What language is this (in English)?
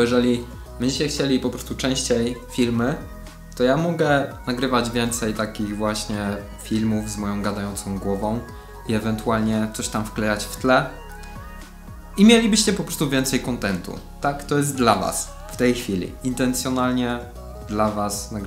Polish